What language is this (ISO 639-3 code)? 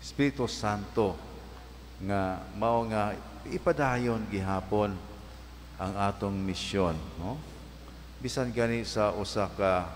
ceb